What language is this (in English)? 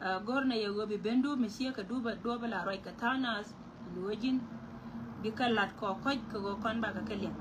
Nuer